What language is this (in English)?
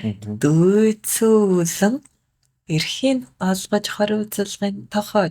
Mongolian